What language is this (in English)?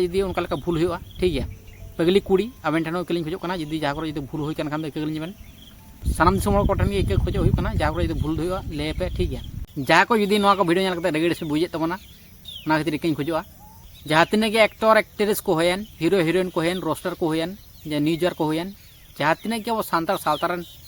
Santali